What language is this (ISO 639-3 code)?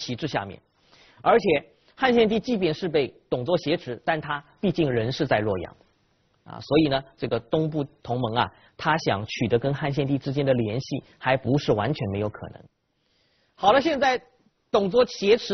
zho